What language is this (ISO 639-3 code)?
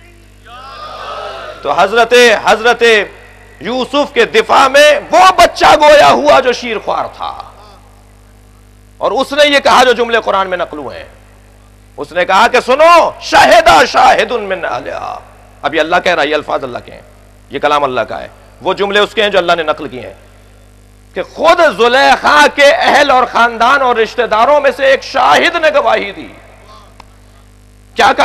urd